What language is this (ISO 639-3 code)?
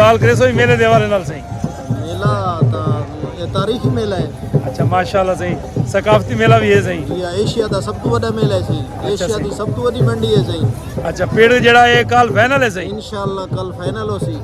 skr